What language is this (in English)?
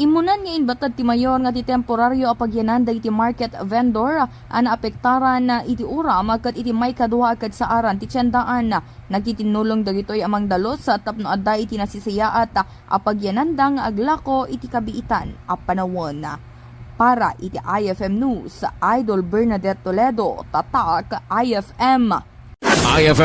Iloko